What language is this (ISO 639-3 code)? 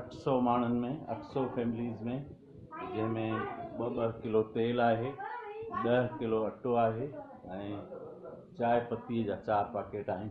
snd